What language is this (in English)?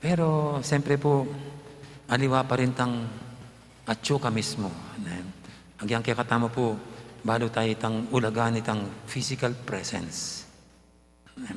Pampanga